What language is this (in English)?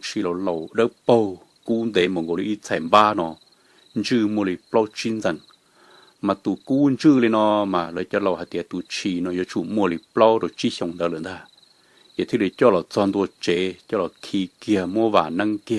Hmong